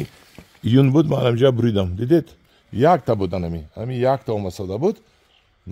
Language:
Tajik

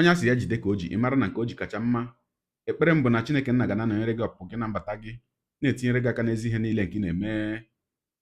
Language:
Igbo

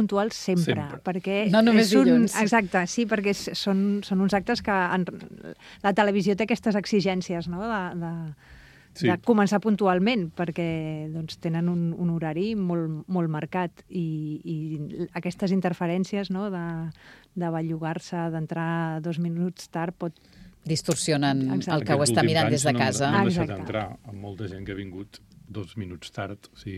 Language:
Catalan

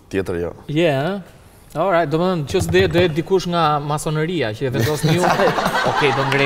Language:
Albanian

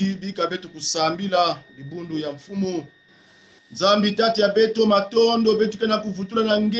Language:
Kongo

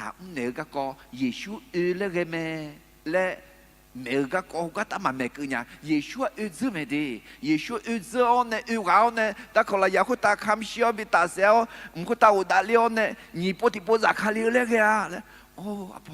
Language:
Akha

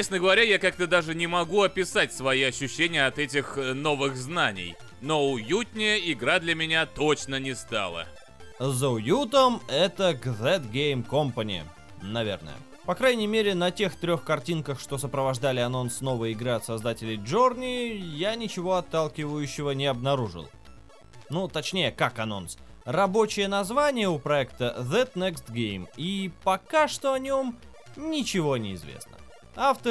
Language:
Russian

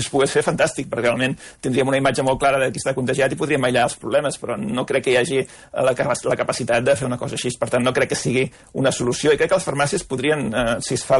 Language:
Catalan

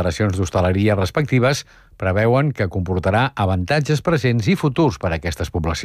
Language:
Catalan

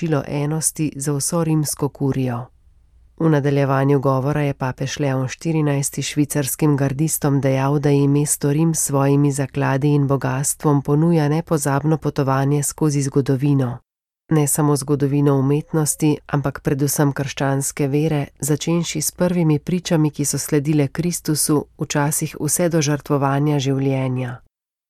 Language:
Slovenian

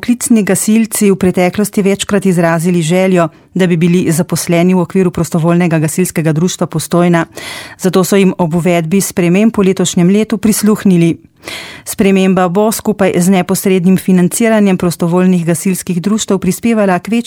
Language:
Slovenian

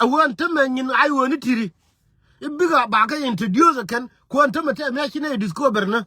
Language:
Nuer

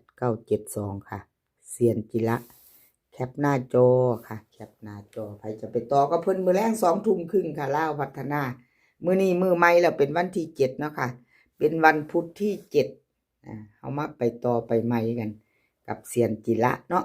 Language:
Northeastern Thai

